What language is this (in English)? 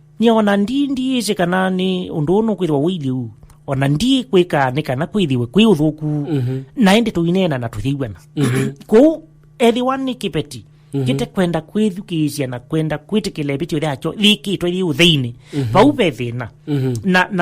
Kamba